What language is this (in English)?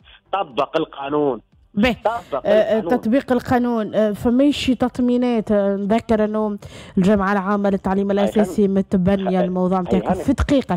Tunisian Arabic